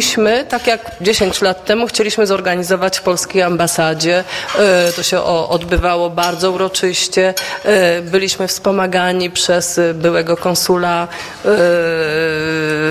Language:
Polish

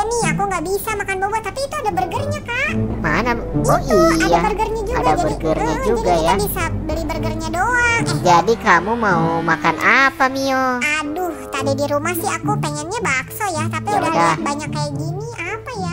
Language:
Indonesian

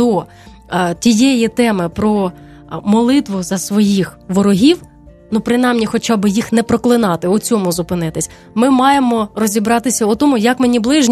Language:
Ukrainian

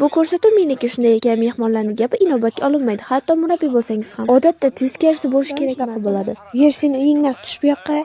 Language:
Uzbek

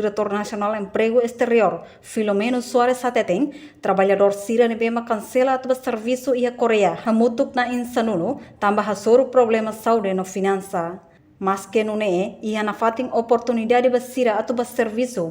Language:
Tetum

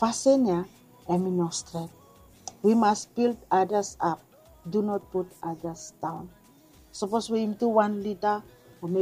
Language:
Bislama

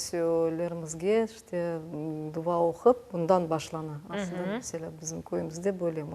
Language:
Crimean Tatar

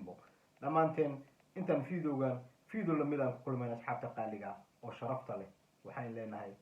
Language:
Somali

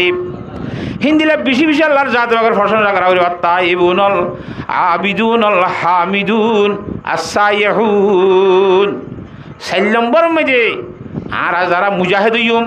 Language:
Rohingya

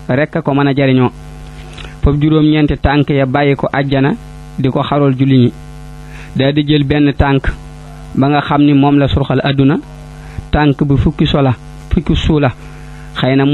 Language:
Wolof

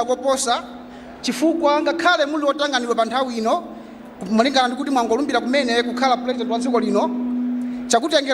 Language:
Nyanja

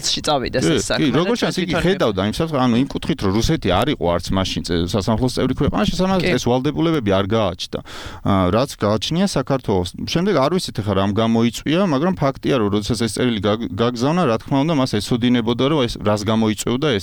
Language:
Georgian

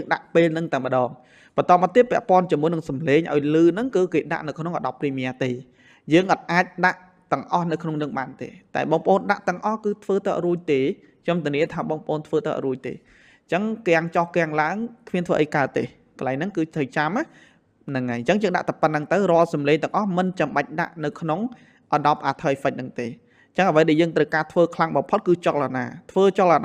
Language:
Khmer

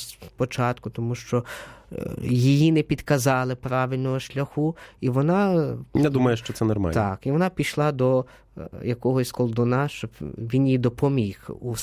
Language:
Ukrainian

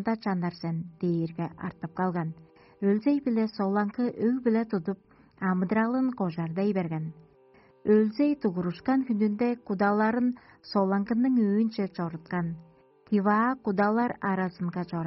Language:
Tuvinian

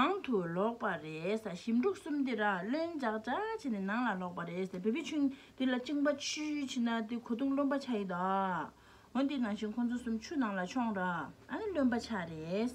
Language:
Tibetan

